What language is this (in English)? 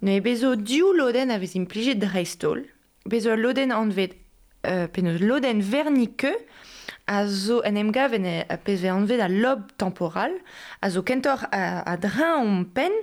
Breton